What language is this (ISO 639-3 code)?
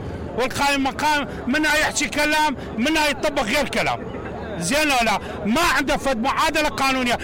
acm